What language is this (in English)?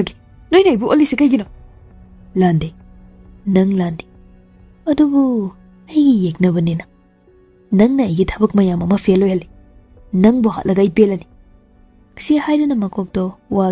Manipuri